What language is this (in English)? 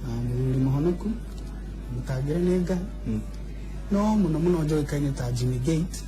Kikuyu